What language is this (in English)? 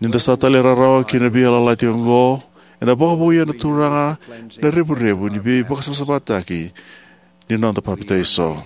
Fijian